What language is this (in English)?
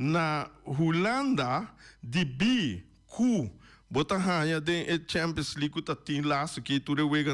Papiamento